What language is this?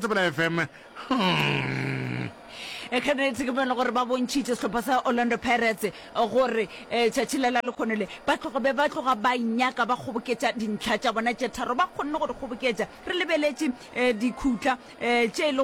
Northern Sotho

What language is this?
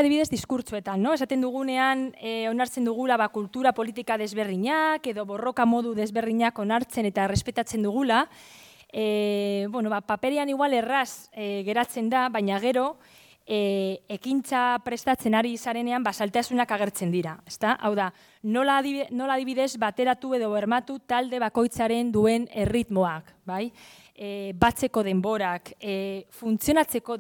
Basque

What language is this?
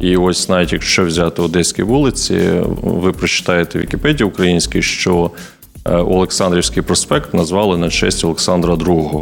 Ukrainian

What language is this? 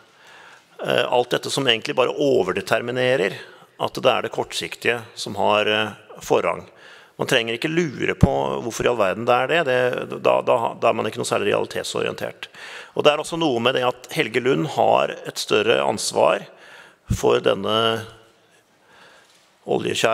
Norwegian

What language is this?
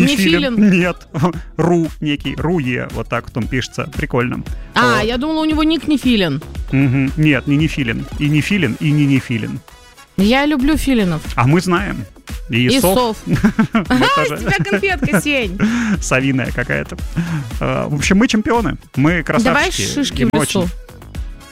Russian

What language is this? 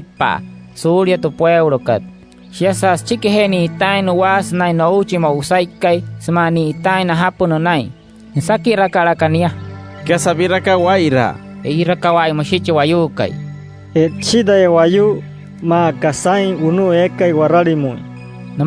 Wayuu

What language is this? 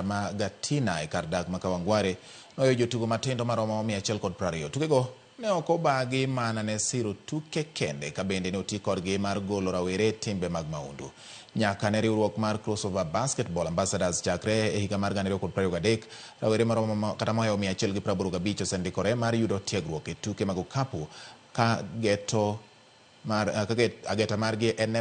Luo (Kenya and Tanzania)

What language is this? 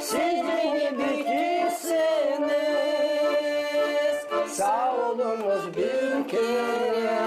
Gagauz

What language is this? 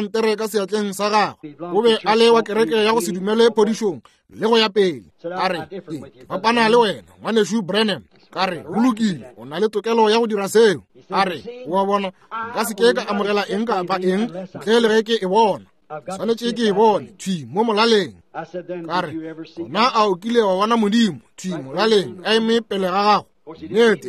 Northern Sotho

